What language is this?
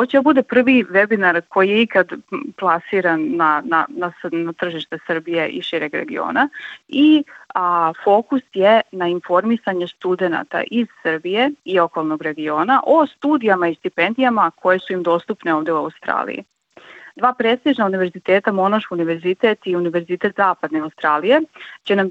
Serbian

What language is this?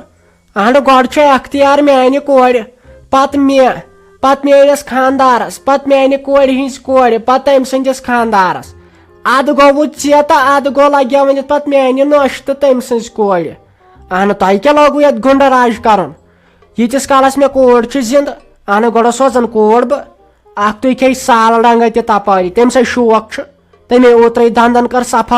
Kashmiri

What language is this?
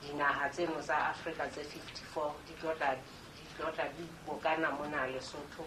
Southern Sotho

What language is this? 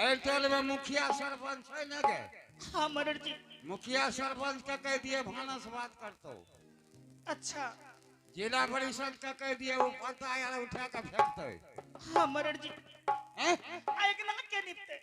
Angika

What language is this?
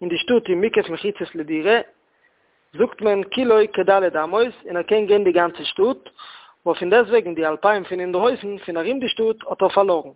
Yiddish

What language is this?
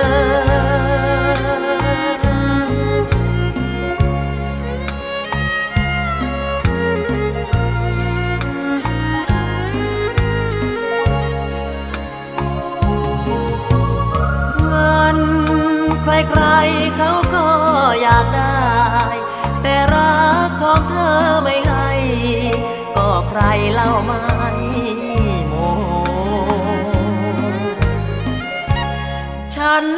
Thai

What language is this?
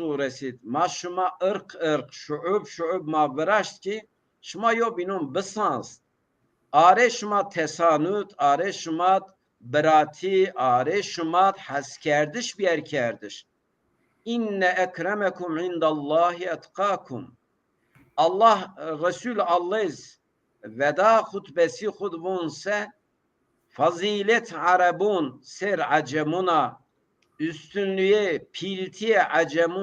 Zaza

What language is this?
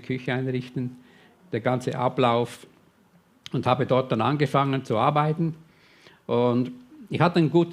Swiss German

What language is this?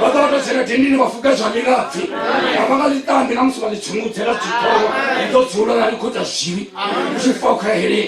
Venda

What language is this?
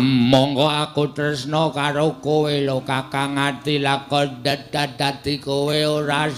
Javanese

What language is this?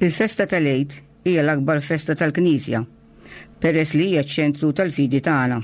Maltese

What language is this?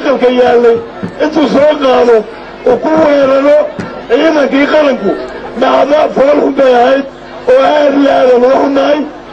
Somali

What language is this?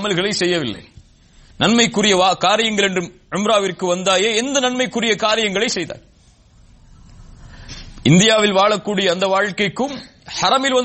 Tamil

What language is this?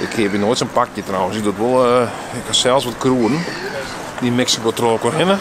Western Frisian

